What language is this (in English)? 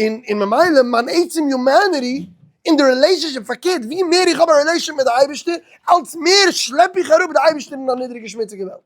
Yiddish